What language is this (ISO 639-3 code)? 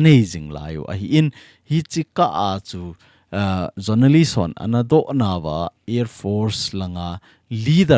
tcz